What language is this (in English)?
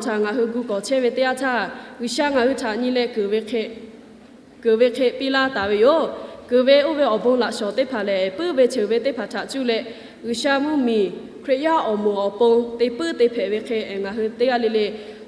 Lahu